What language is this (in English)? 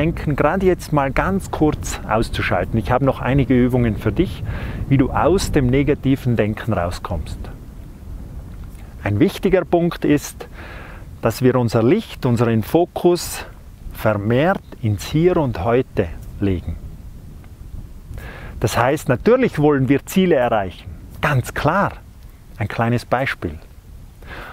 German